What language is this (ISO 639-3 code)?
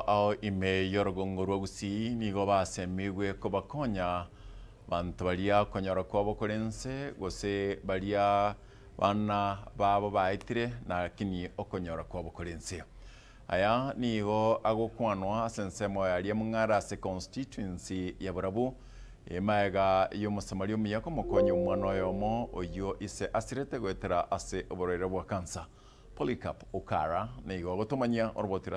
guz